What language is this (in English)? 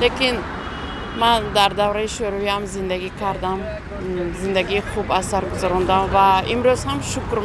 Tajik